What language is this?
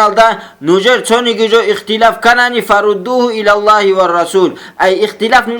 Avaric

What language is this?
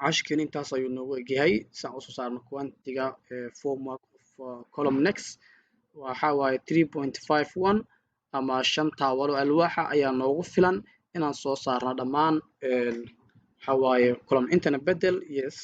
Somali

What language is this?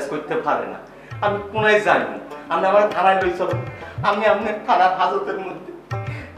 Bangla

